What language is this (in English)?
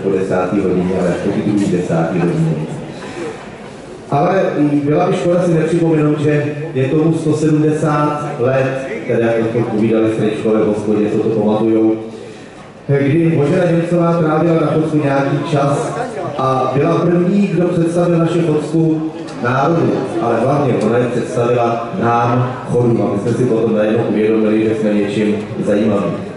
Czech